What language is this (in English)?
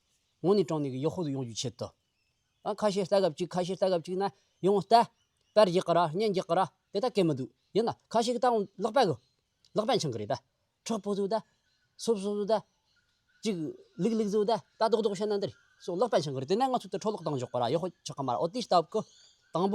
Tibetan